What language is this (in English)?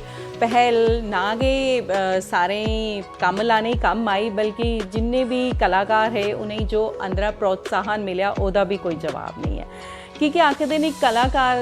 Dogri